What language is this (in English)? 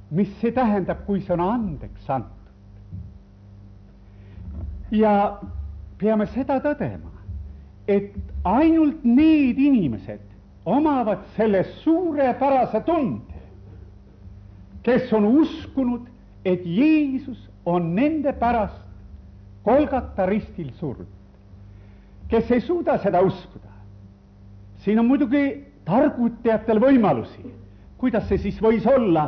Estonian